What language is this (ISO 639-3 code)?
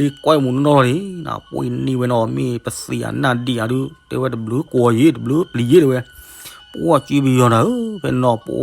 ksw